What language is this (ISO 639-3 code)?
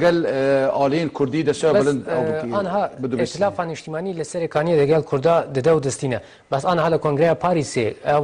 kur